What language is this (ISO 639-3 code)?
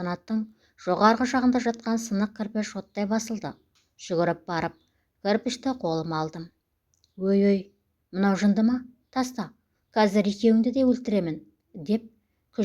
kaz